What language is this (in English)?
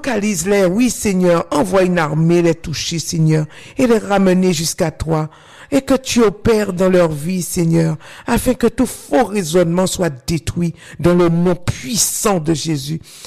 French